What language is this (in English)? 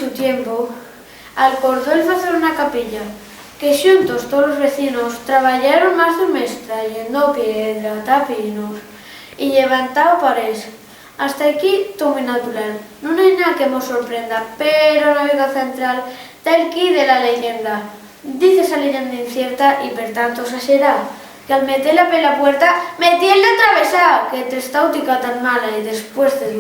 Asturian